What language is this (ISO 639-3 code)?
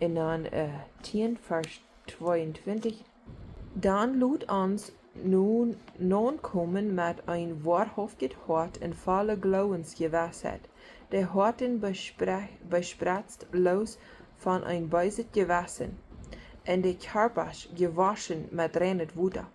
pdt